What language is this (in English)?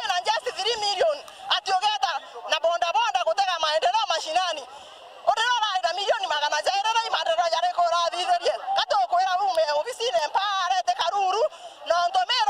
Meru